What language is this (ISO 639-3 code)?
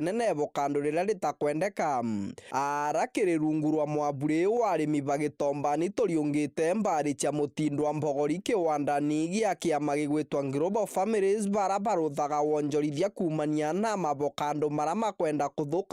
mer